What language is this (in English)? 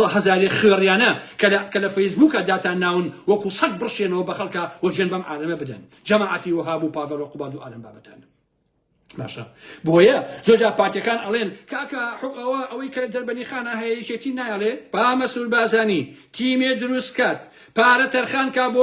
Central Kurdish